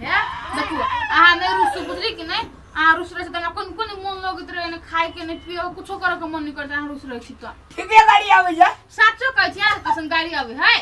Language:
Maithili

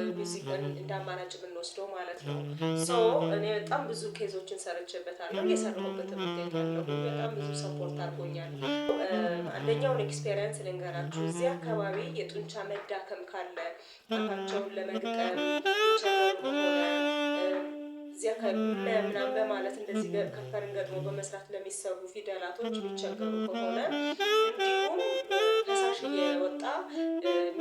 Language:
Amharic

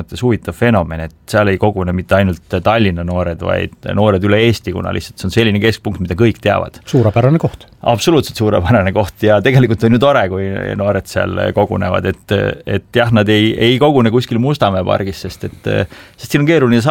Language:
Estonian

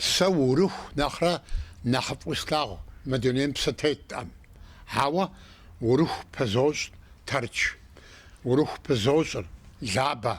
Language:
Kabardian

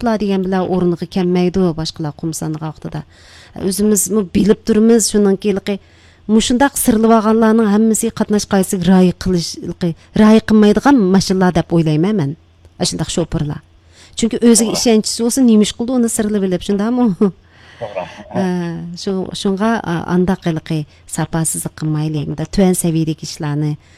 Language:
Uyghur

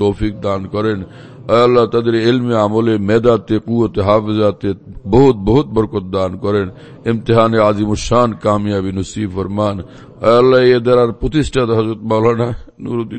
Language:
Bangla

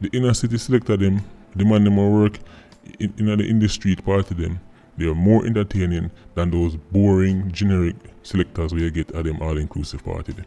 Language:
Jamaican Creole English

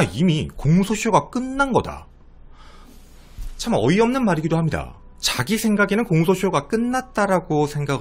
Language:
Korean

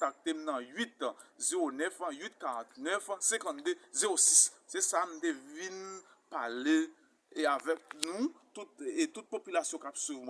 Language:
Haitian Creole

